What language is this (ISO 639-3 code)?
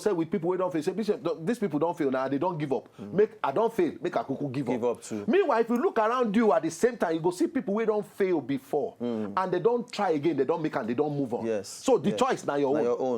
pcm